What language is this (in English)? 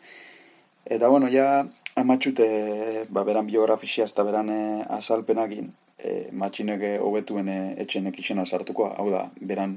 Basque